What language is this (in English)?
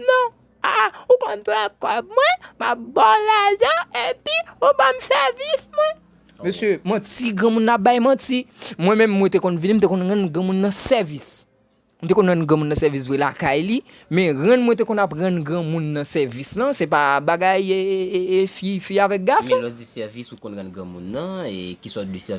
Haitian Creole